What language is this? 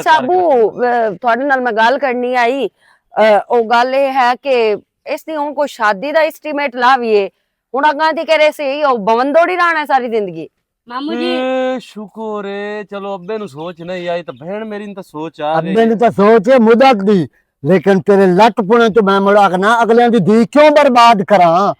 Western Panjabi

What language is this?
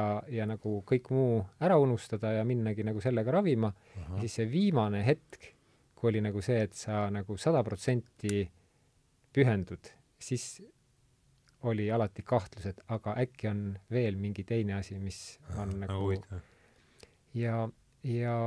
Estonian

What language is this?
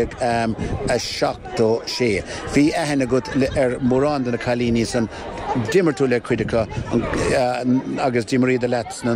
Irish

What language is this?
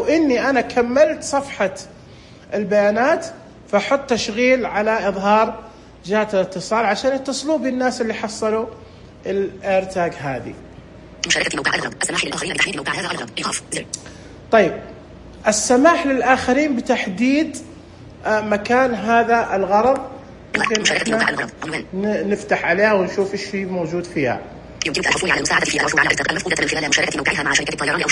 Najdi Arabic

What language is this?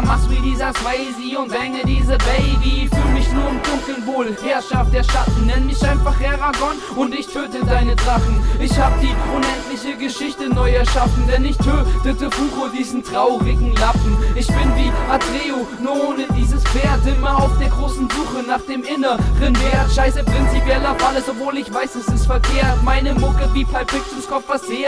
German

